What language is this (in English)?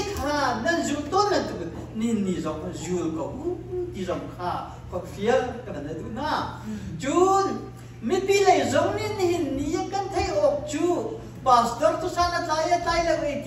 Hakha Chin